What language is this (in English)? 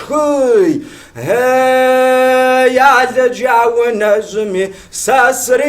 Kabardian